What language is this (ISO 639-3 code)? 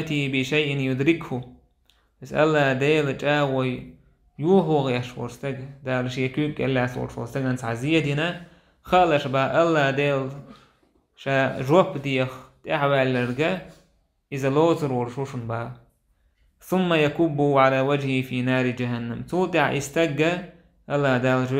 che